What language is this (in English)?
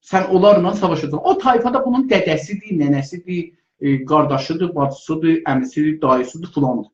South Azerbaijani